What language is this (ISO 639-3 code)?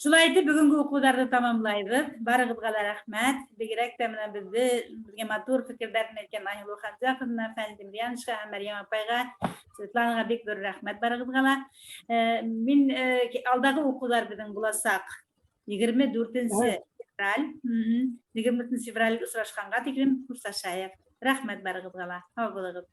bak